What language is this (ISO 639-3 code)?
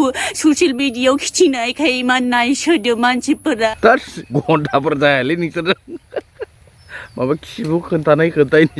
brx